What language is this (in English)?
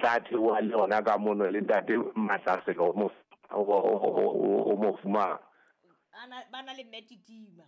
Southern Sotho